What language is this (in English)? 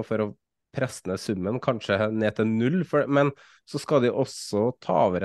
Norwegian